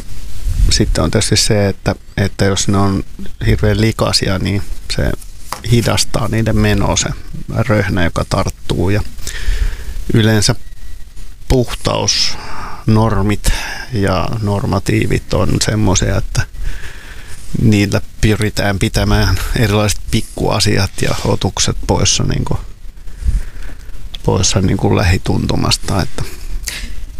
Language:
Finnish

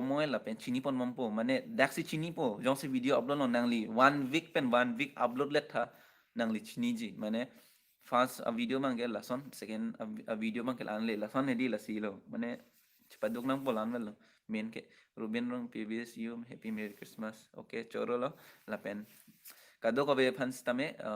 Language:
Karbi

